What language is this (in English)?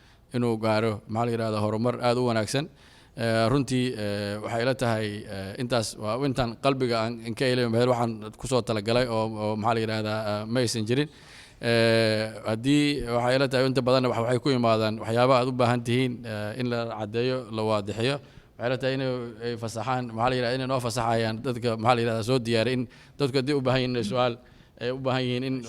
Somali